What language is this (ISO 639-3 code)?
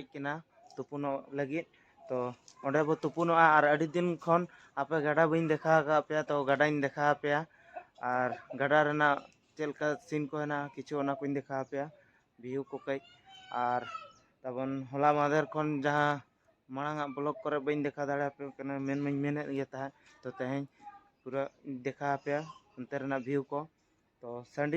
sat